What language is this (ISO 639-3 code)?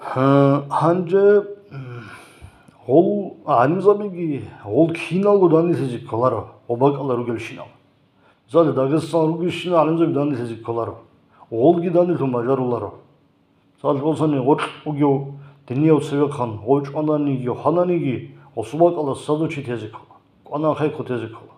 ava